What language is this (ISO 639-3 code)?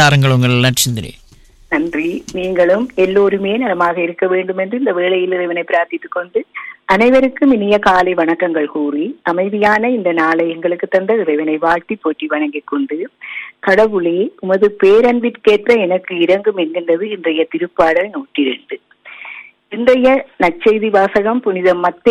tam